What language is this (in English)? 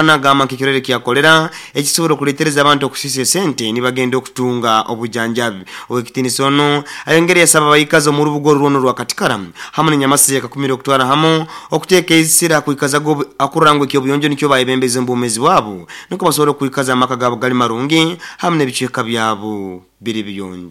Nyoro